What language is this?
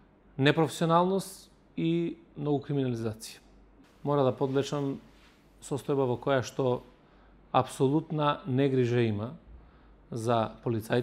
Macedonian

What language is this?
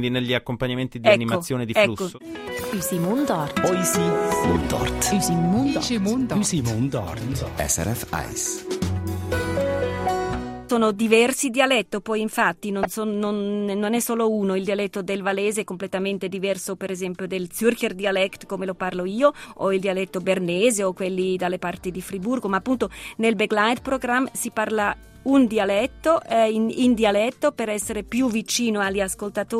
Italian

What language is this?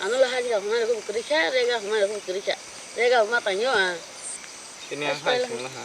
Kok Borok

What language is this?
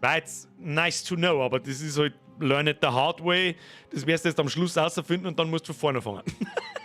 Bavarian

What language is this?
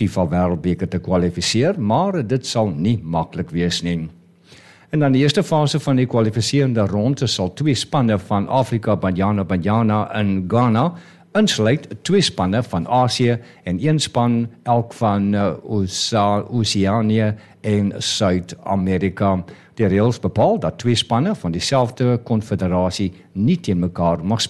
Afrikaans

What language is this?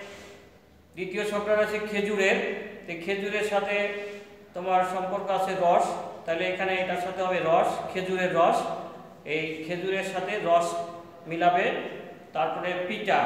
Bangla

